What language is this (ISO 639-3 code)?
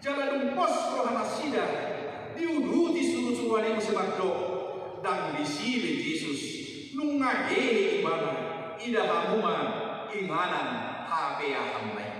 bbc